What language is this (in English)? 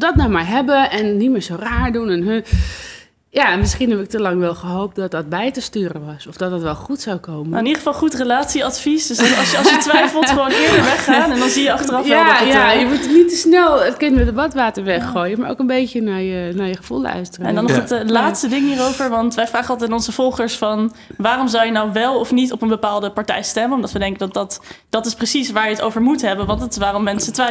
Dutch